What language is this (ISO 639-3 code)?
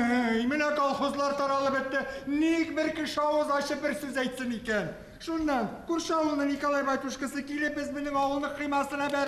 bak